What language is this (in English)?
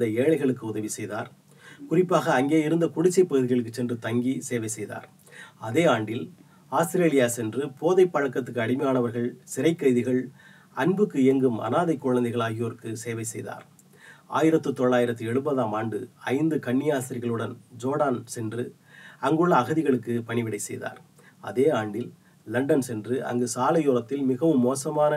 Tamil